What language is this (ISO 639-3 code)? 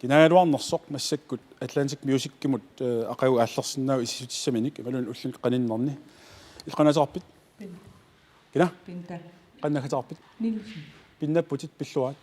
kal